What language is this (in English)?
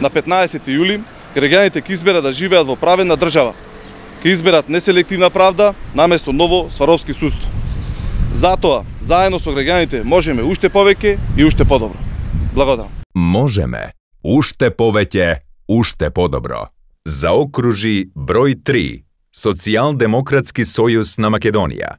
Macedonian